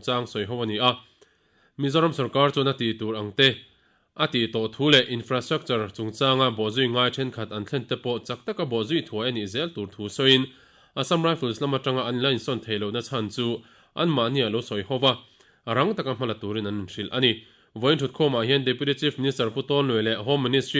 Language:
Mizo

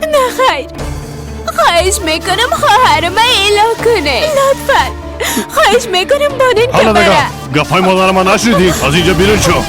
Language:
Persian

